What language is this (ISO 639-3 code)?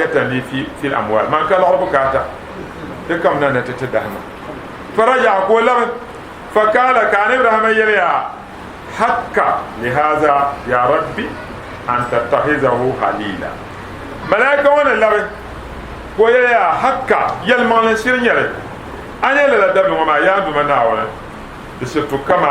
dag